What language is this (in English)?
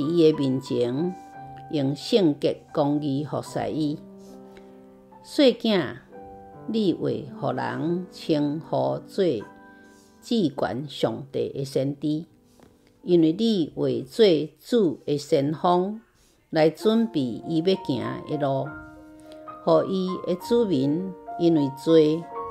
Min Nan Chinese